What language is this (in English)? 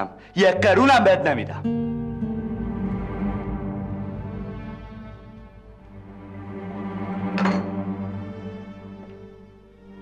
Persian